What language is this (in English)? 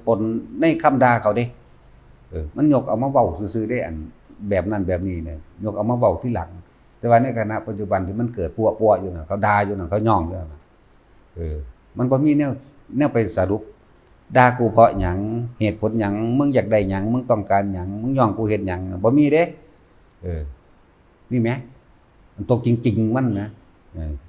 Northeastern Thai